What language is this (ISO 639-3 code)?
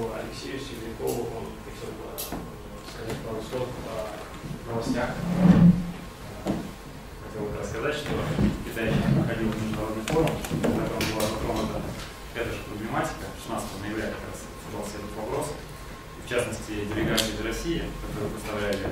rus